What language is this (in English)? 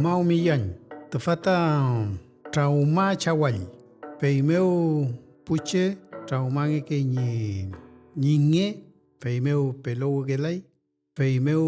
Mapuche